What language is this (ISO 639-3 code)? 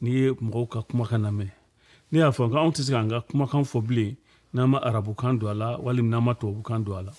bam